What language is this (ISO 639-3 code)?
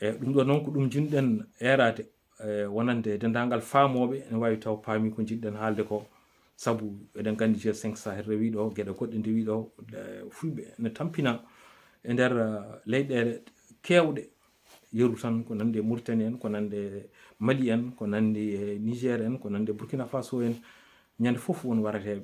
ful